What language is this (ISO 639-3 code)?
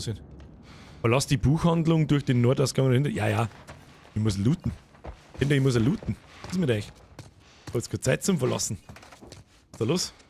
bar